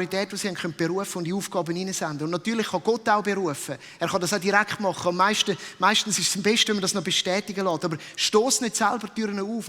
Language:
Swiss German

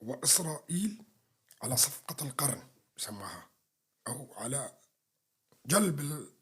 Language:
North Levantine Arabic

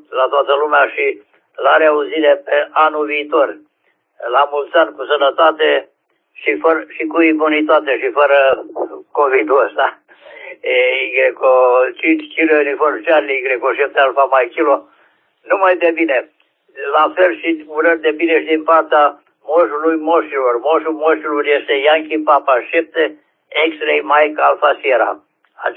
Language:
Romanian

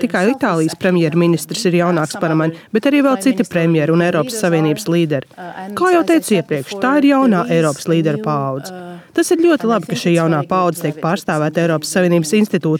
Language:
Latvian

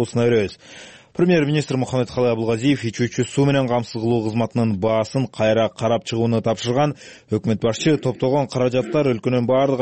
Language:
Kyrgyz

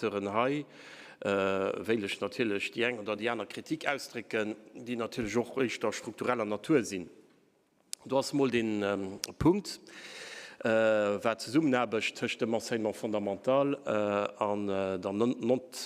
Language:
Luxembourgish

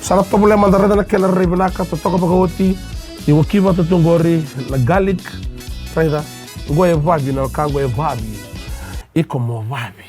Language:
Fijian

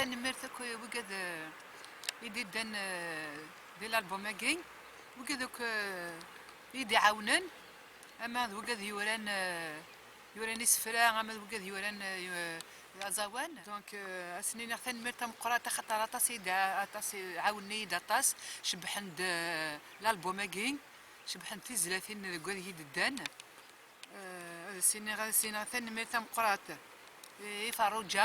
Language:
Kabyle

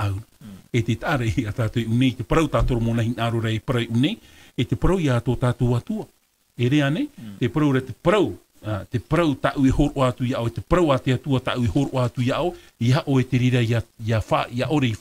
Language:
Tahitian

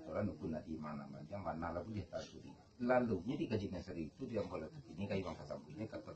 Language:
Minangkabau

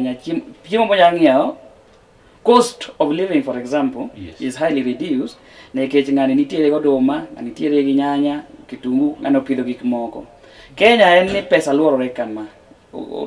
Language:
Luo (Kenya and Tanzania)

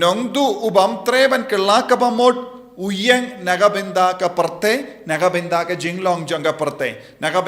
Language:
Khasi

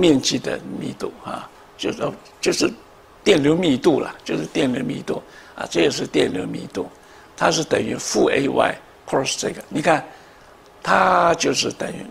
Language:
Chinese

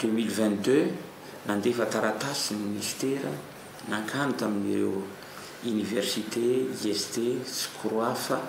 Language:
Malagasy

